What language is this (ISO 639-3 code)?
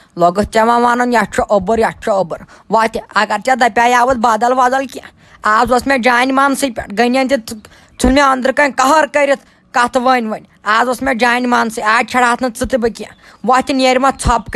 kas